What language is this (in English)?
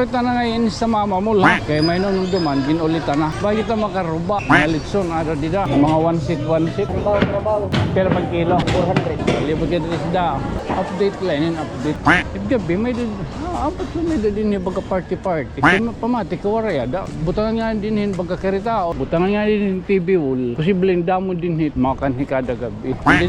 Waray